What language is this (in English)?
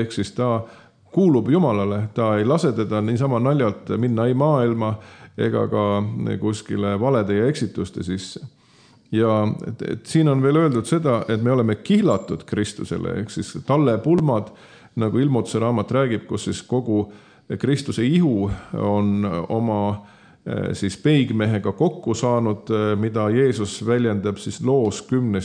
Estonian